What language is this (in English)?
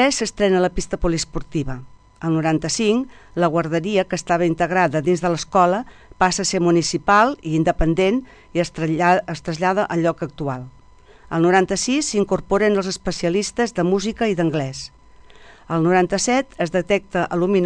Catalan